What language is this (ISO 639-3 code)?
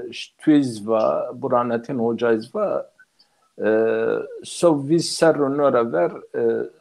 zza